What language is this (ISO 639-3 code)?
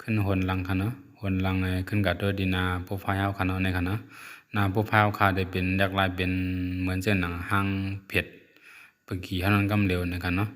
shn